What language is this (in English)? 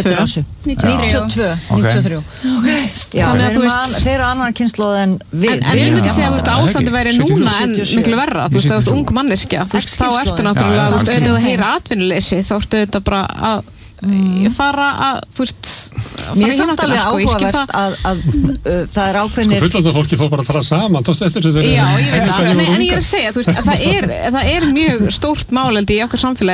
Icelandic